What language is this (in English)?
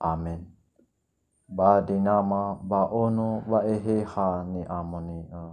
Nias